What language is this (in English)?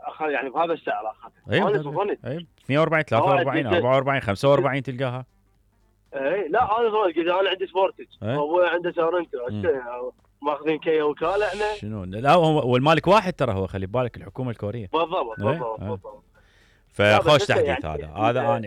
Mesopotamian Arabic